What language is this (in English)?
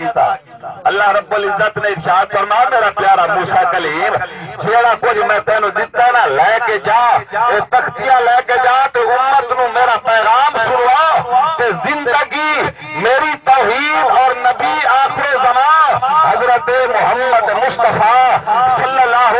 Saraiki